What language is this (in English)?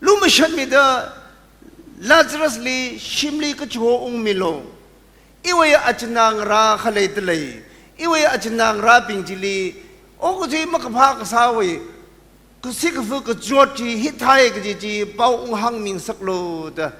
Tangkhul Naga (India)